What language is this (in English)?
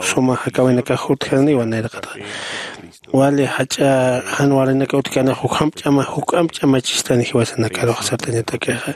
Aymara